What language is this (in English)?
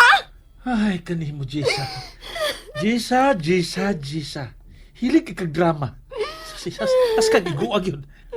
Cebuano